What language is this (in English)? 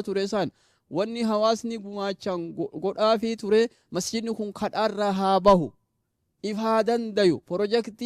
Oromo